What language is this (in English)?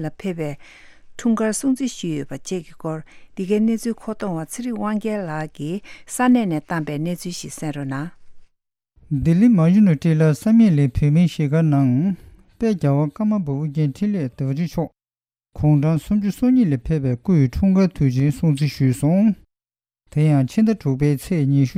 Tibetan